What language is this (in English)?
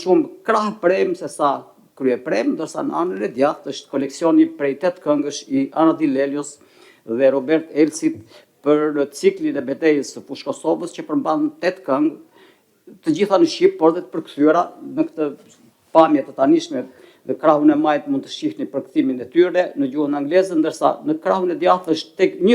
Albanian